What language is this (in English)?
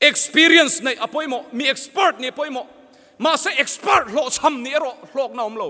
Mizo